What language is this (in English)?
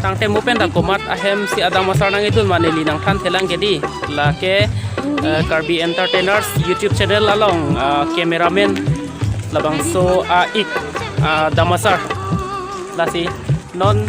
Karbi